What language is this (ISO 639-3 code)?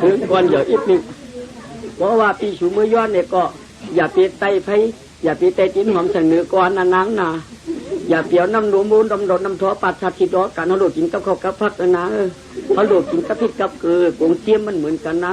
shn